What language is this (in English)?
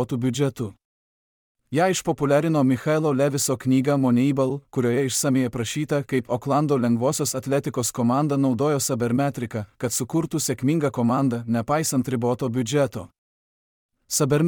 Lithuanian